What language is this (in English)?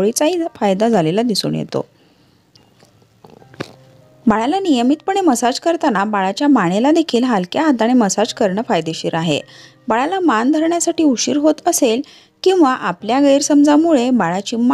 Marathi